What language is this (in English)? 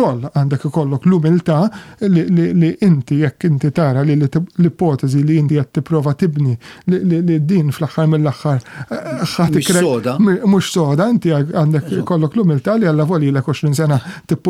Maltese